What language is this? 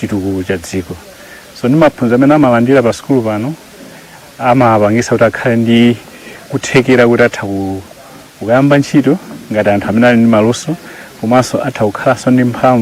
Nyanja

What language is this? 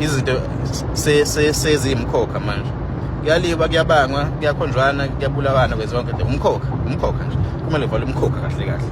Zulu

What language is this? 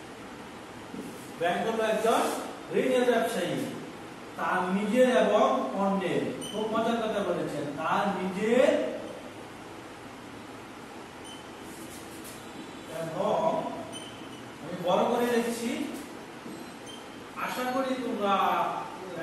Bangla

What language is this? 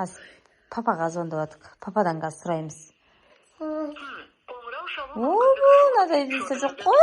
Kazakh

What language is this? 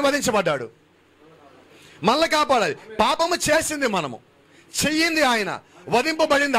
Telugu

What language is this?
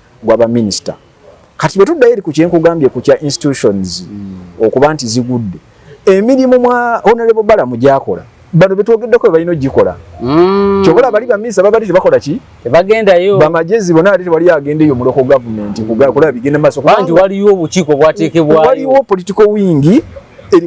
Ganda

